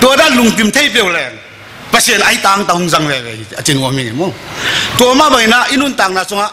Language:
Tedim Chin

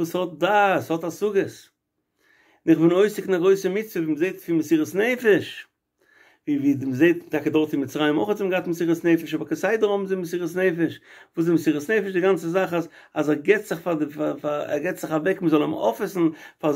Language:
Yiddish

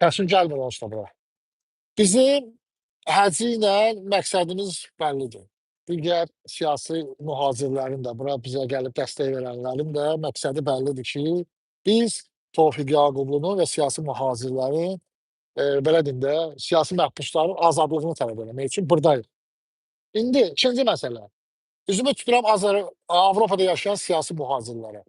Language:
Azerbaijani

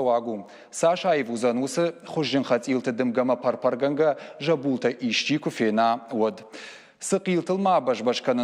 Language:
Ossetic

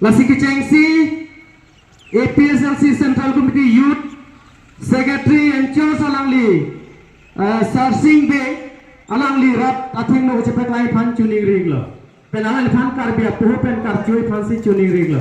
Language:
Karbi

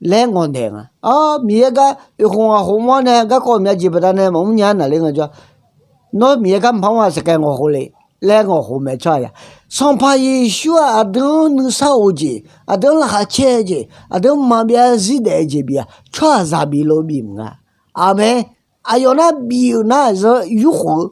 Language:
Akha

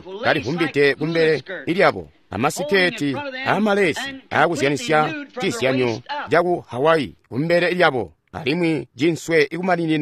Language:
Tonga (Zambia)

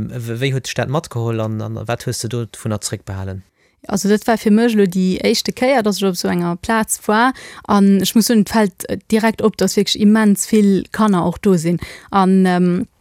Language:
Luxembourgish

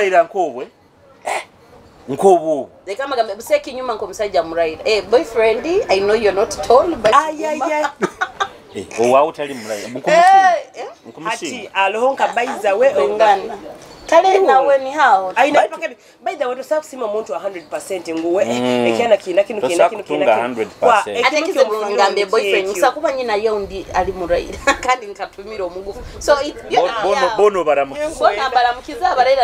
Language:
Nyoro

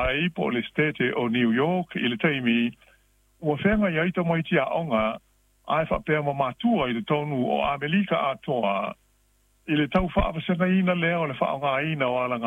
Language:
Samoan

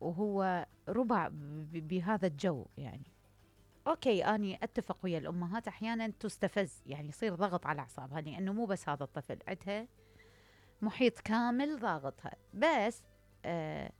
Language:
Mesopotamian Arabic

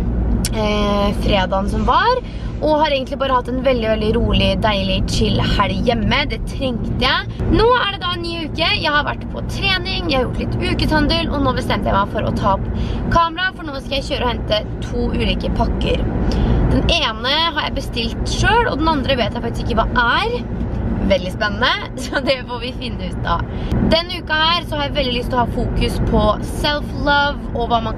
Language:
Norwegian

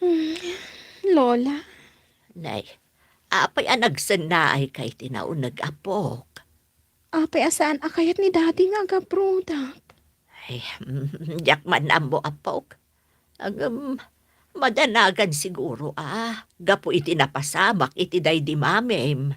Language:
Iloko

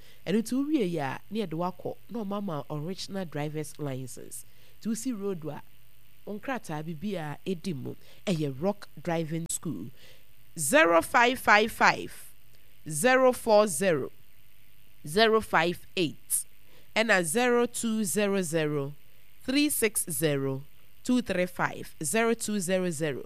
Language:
Akan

